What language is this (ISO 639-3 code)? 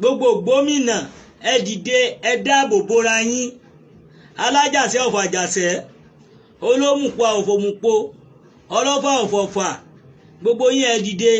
yor